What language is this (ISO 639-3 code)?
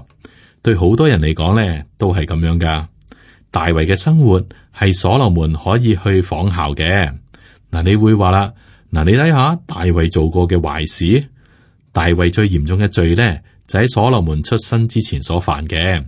yue